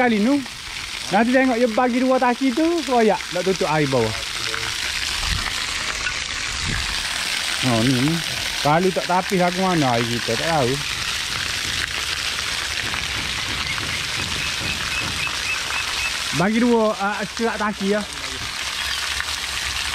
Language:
Malay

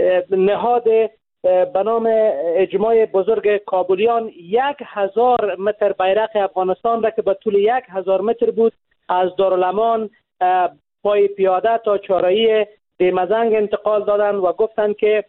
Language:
Persian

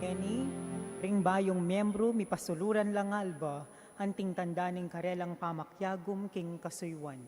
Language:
Pampanga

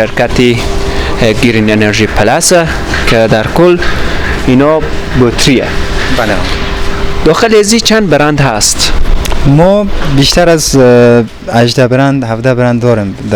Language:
Persian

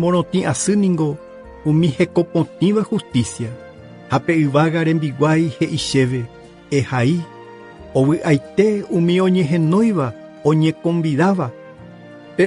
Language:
Guarani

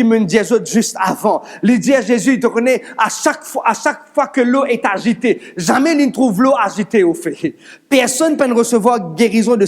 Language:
Morisyen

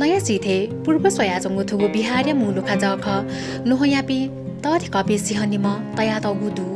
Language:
Newari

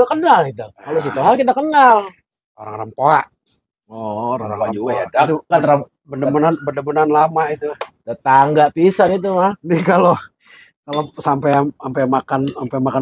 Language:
Betawi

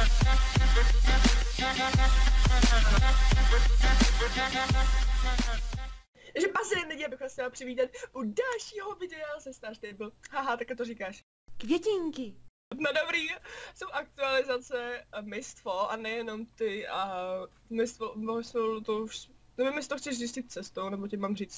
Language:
Czech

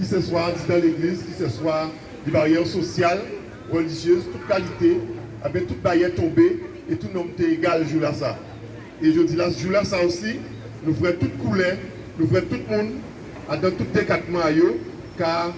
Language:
Guadeloupean Creole French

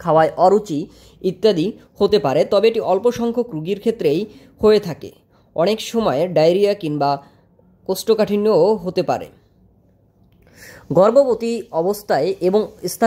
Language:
Bangla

